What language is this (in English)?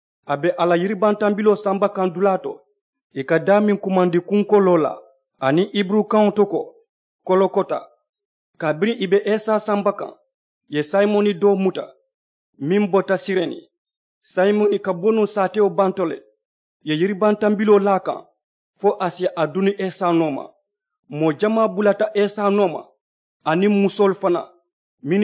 Mandingo